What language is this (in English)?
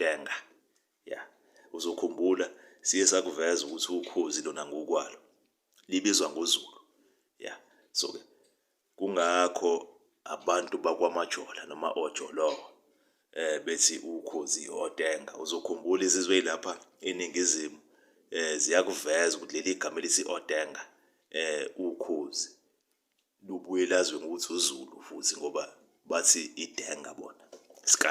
Zulu